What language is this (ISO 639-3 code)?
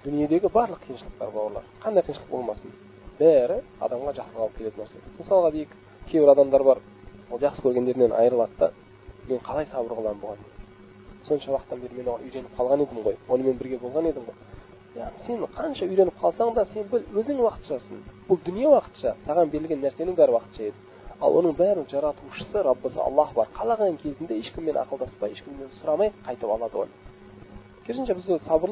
kaz